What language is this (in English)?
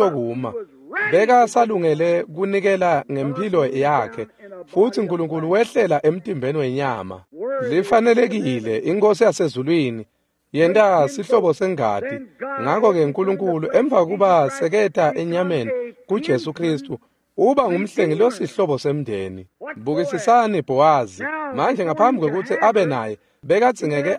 Swati